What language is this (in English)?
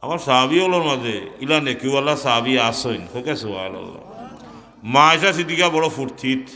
Sylheti